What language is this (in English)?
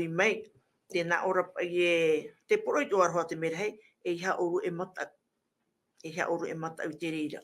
Tahitian